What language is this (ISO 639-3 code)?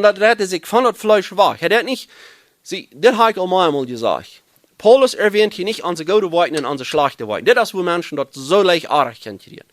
pdt